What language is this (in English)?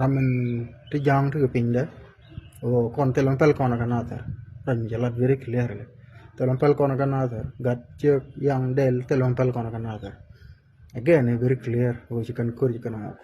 Nuer